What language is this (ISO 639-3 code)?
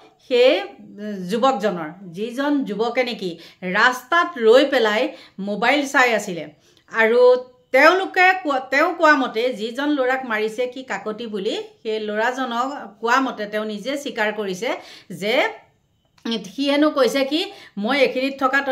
asm